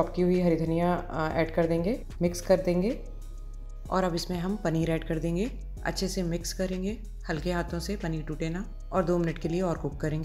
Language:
Hindi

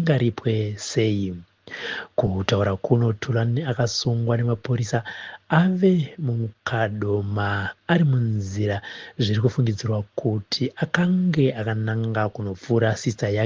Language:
Shona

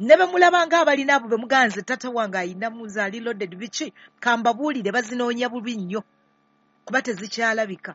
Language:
Ganda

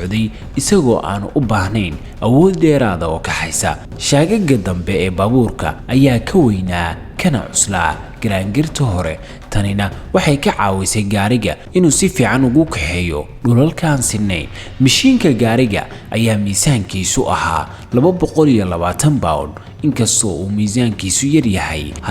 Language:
Somali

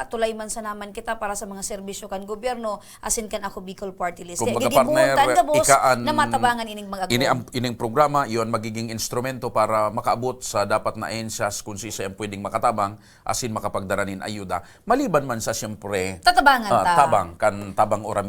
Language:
Bikol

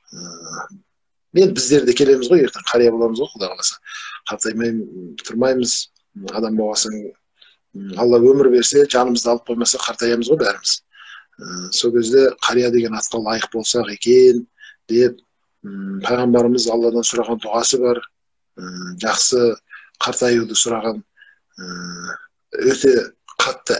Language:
Kazakh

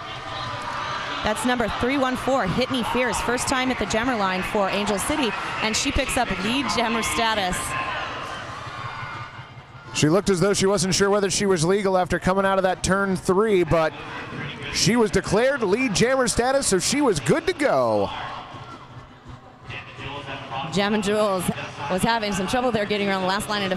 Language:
English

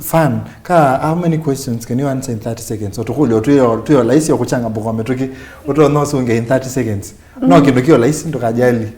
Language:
Kamba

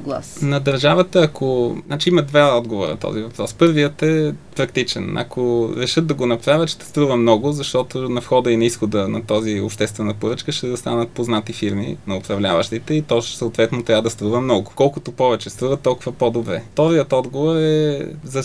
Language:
Bulgarian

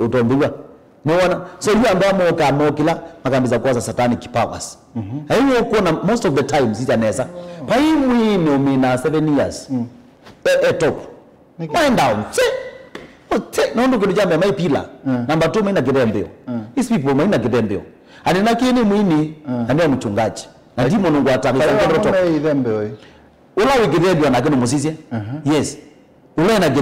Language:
Kamba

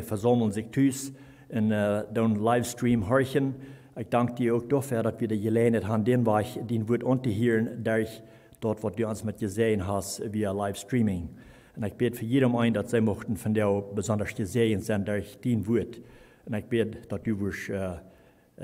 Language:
Plautdietsch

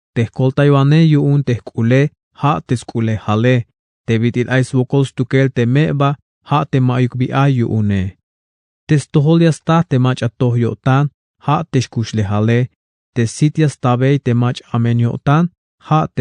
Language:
Tzeltal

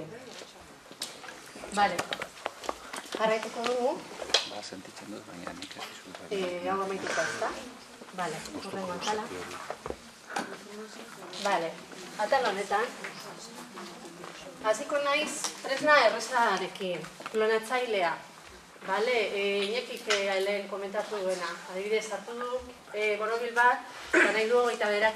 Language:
Basque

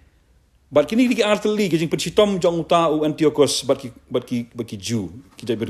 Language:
Khasi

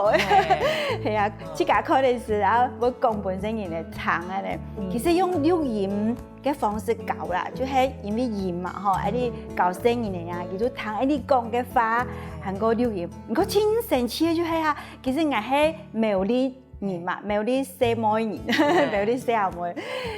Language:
Hakka Chinese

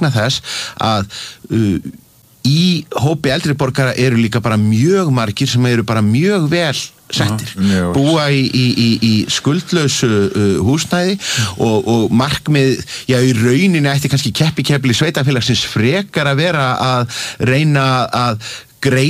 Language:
Icelandic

